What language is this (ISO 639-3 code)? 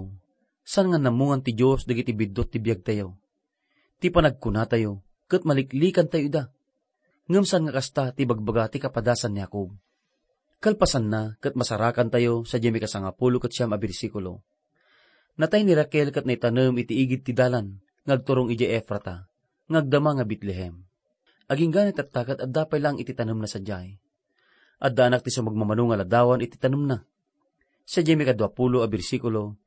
ilo